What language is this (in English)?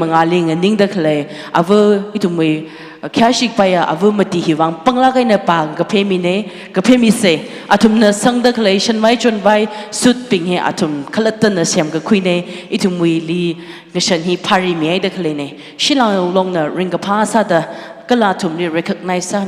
Tangkhul Naga (India)